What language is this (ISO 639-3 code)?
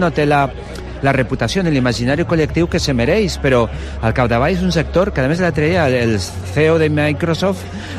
cat